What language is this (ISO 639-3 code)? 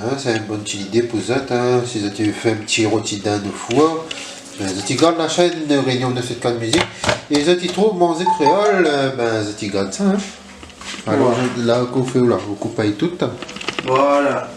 rcf